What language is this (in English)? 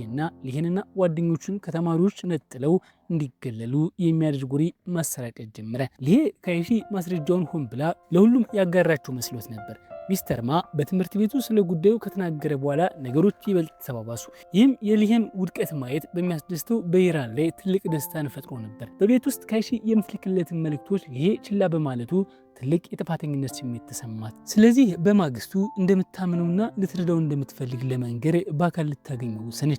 Amharic